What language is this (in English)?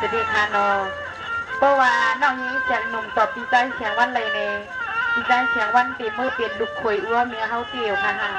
Shan